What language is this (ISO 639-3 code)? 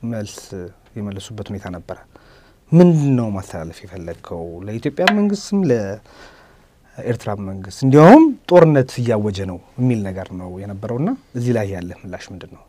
amh